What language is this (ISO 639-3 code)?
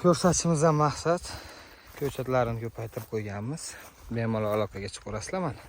uzb